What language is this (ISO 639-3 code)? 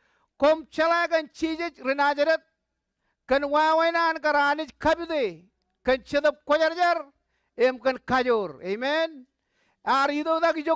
mah